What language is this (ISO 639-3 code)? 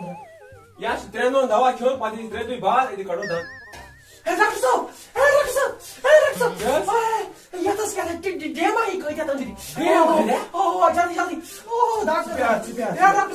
kas